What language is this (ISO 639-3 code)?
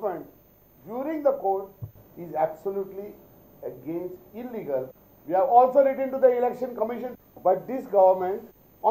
kok